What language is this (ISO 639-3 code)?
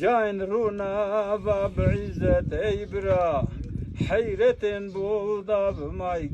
zza